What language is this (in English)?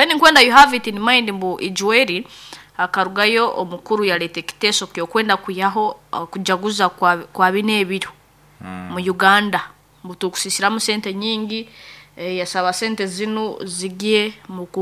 Nyoro